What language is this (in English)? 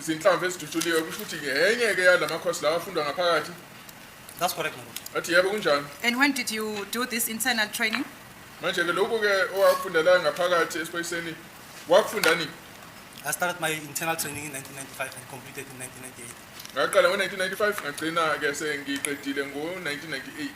Zulu